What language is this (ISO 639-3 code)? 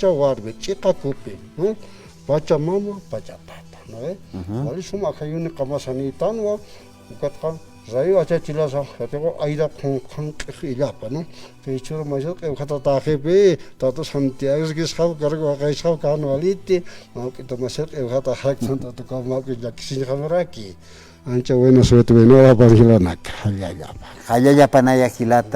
aym